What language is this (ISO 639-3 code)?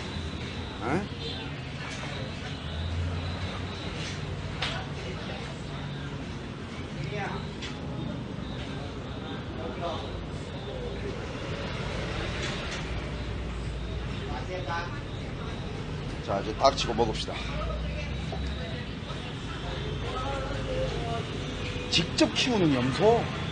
kor